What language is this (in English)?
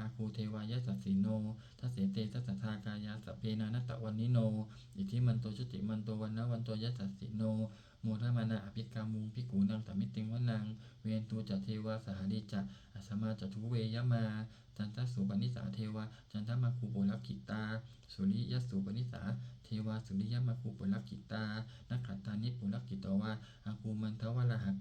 Pali